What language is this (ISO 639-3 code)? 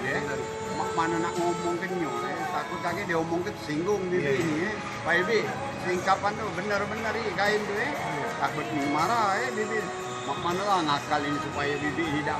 mui